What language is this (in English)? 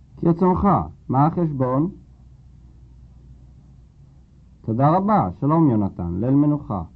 Hebrew